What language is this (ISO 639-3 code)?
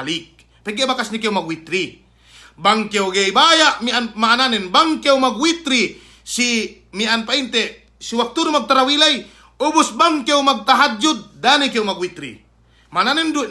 yka